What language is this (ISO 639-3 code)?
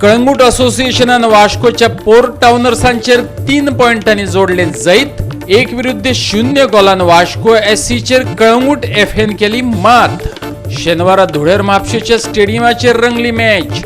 kok